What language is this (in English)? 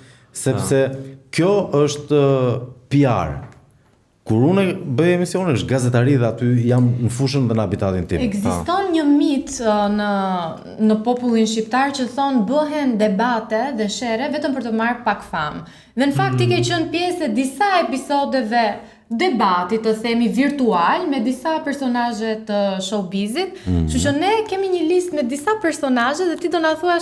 Albanian